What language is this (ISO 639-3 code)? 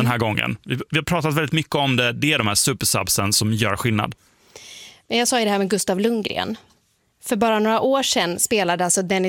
swe